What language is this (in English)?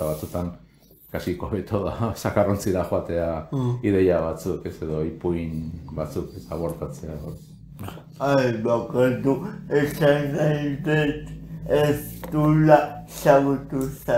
Basque